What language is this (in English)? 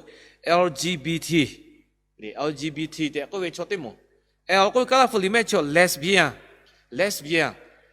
Lahu